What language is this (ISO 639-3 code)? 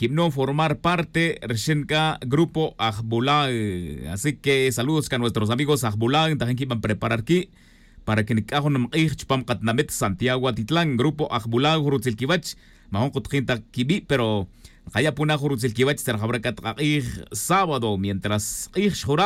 tzj